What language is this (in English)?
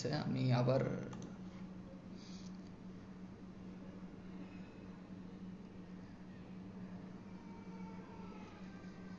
Bangla